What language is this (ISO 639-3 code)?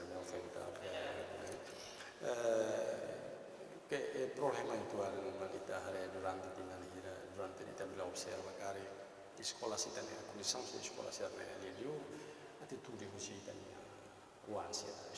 tet